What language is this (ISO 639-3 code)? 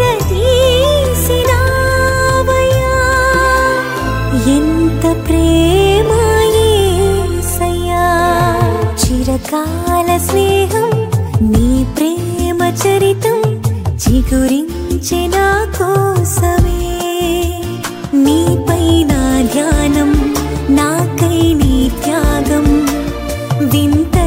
tel